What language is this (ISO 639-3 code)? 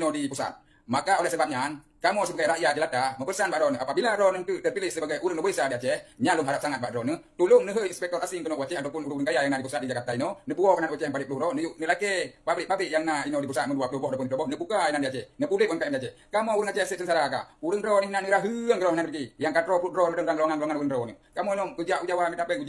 ace